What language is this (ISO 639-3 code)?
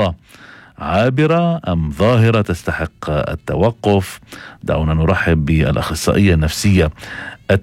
apc